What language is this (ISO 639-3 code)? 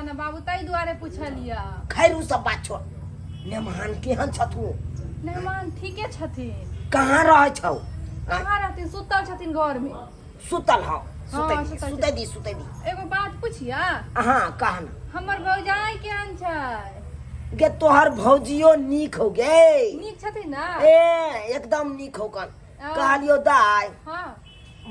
mai